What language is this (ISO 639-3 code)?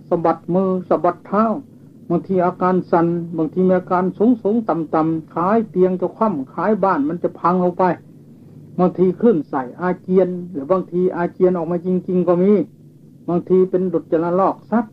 tha